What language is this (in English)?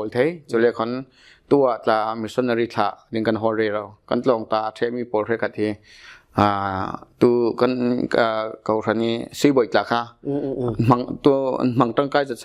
Falam Chin